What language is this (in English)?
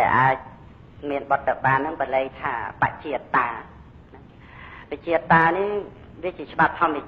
Khmer